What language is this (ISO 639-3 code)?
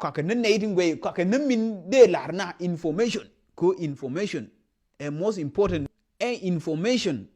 nus